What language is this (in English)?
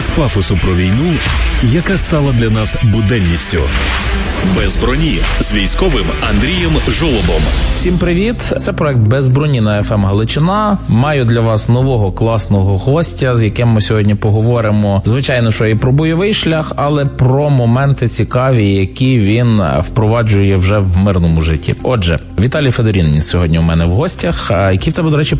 Ukrainian